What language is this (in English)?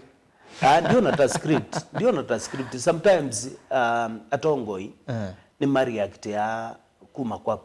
Kamba